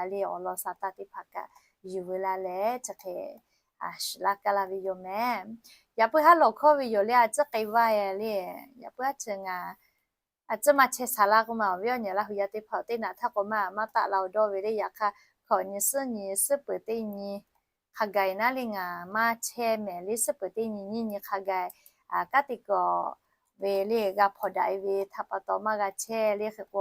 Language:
Lahu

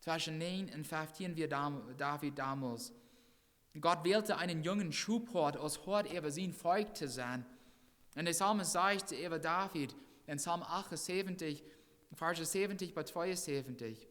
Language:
Plautdietsch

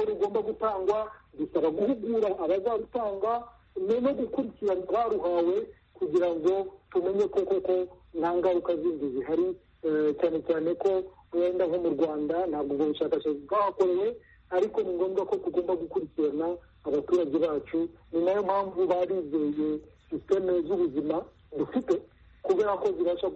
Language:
Kinyarwanda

